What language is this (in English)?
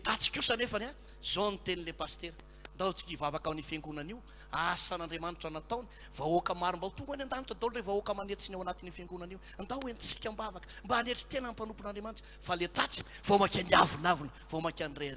Malagasy